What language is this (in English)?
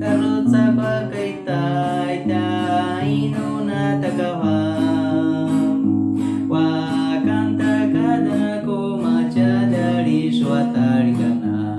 Baniwa